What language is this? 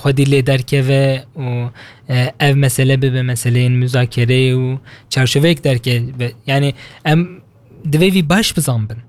Kurdish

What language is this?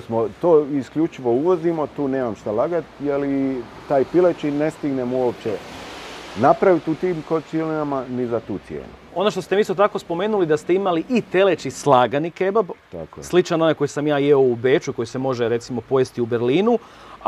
Croatian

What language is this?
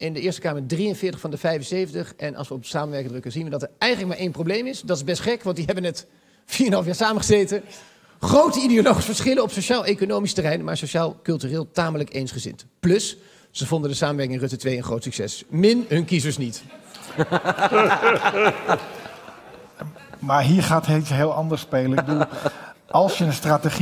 Dutch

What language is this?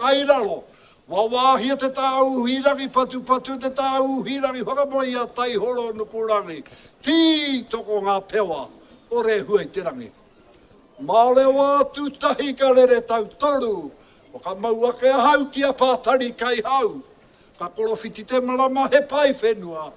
Māori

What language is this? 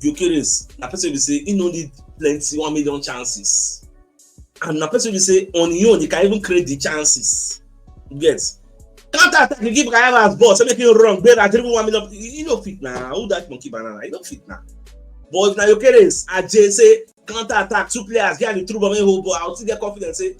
Nigerian Pidgin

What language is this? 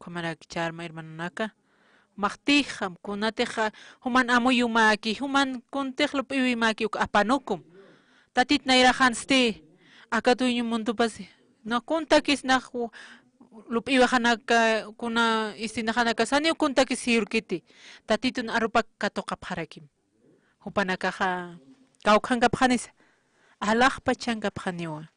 Aymara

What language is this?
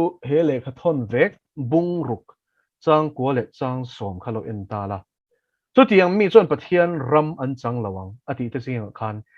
Mizo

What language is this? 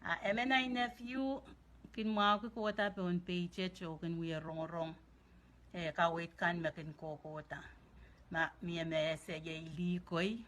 Pohnpeian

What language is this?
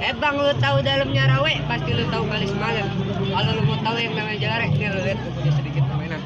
Betawi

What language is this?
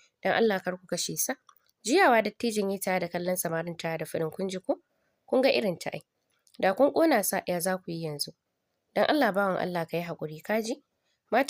Hausa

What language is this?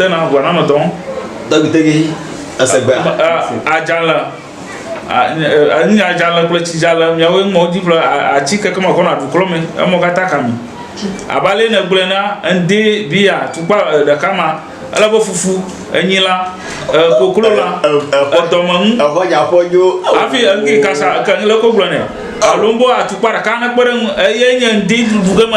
Ewe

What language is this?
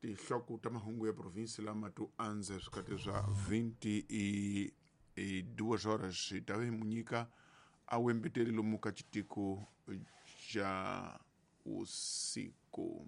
Tsonga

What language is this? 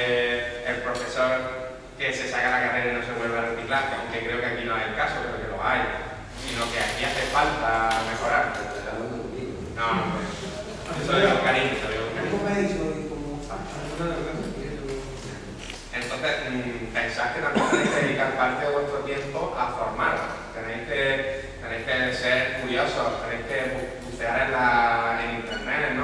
Spanish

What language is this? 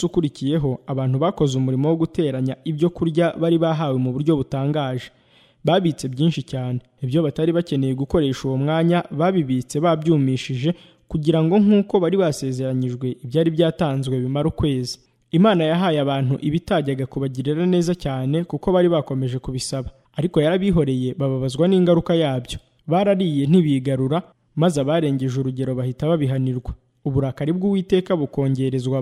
Kinyarwanda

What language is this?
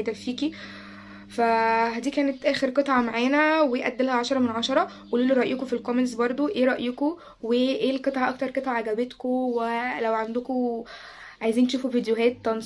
Egyptian Arabic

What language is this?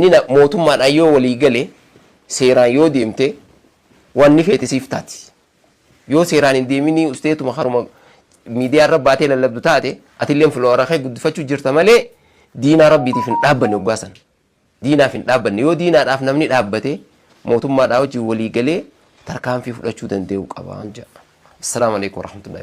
Oromo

